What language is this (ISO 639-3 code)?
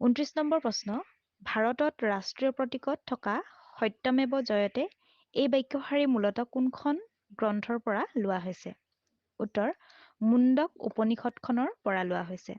asm